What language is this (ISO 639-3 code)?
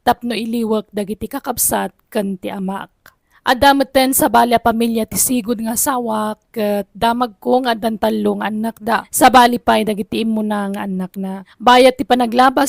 ilo